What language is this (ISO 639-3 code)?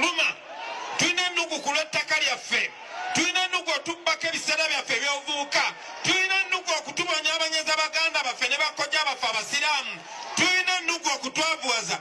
lug